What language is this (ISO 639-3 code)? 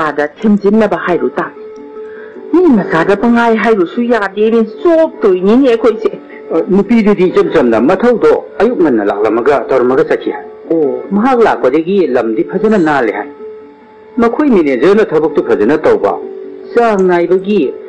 mni